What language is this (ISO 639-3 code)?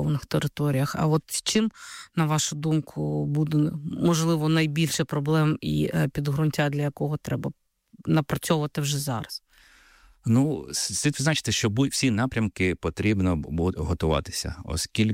ukr